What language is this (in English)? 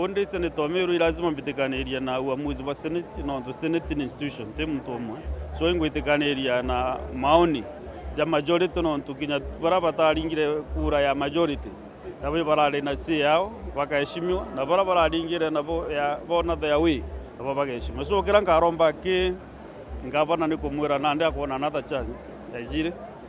Meru